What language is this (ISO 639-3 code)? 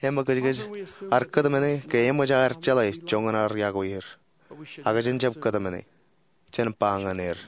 mah